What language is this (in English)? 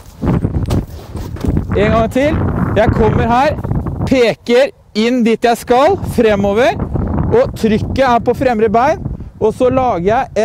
Norwegian